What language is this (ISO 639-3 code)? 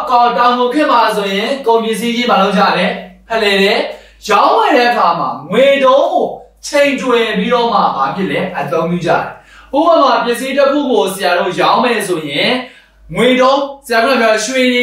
mya